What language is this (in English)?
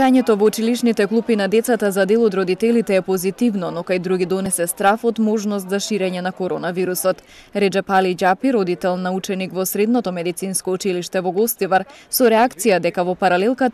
Macedonian